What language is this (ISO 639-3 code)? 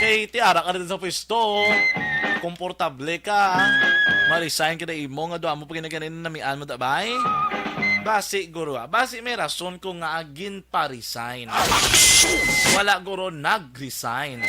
hil